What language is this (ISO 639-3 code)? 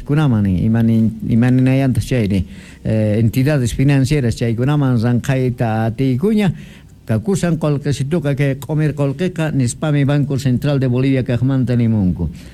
que